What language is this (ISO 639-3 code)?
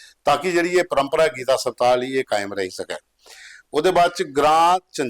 doi